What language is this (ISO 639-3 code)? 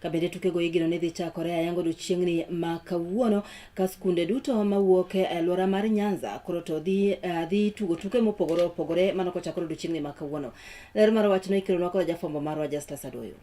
luo